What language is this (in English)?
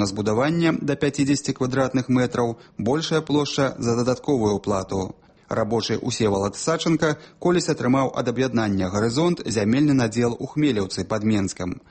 Belarusian